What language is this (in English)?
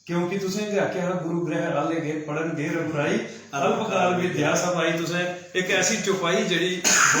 Dogri